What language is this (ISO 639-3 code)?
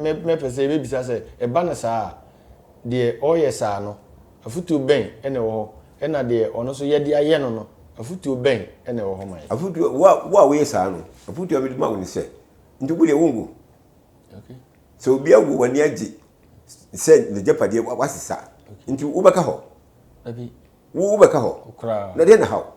aka